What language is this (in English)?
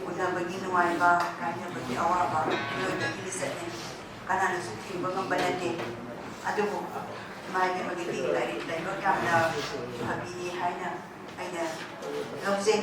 Manipuri